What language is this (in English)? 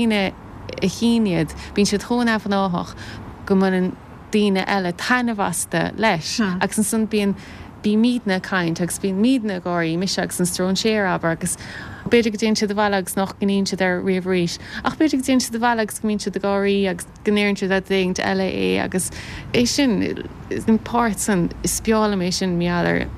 Irish